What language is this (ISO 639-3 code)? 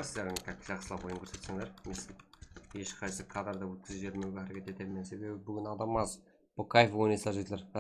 kaa